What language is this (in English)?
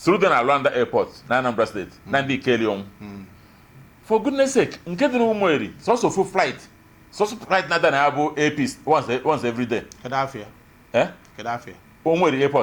Igbo